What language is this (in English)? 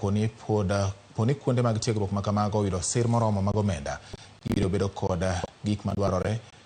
Luo (Kenya and Tanzania)